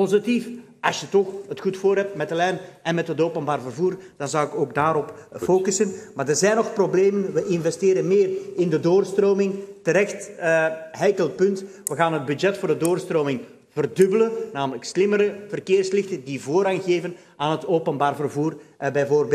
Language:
Dutch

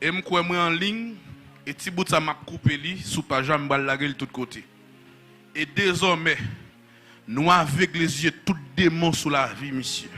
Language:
Haitian Creole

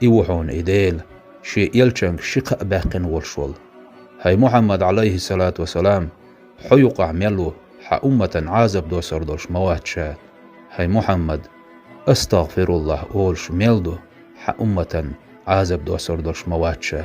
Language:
Chechen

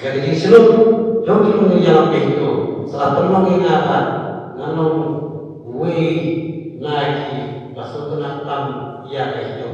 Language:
Khasi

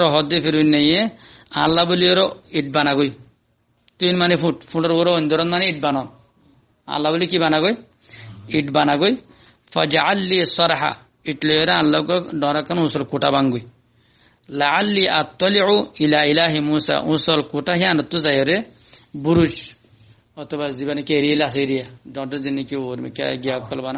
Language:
Rohingya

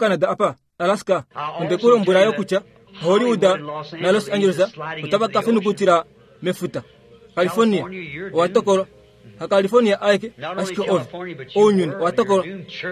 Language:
Kuanyama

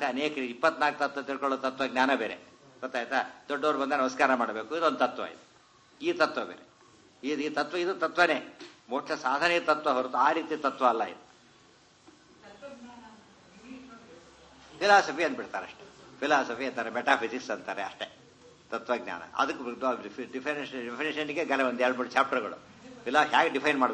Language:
Kannada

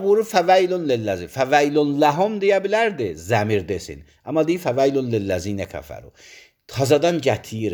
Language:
Azerbaijani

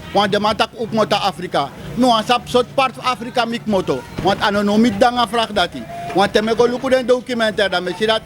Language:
Sranan Tongo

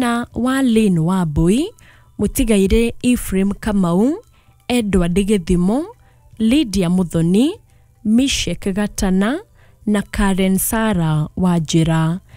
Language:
Kikuyu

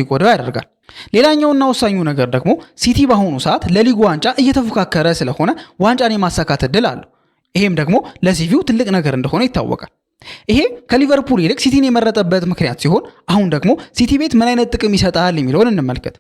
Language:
Amharic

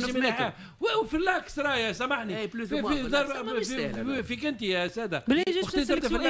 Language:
Tunisian Arabic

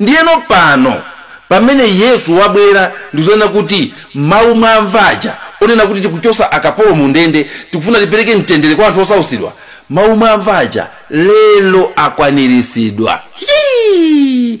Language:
Nyanja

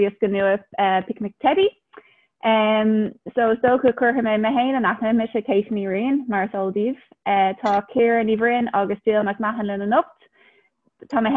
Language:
Irish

